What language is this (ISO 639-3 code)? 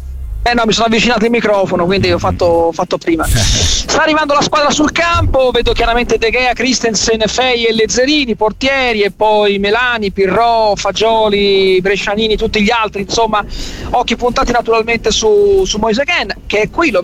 ita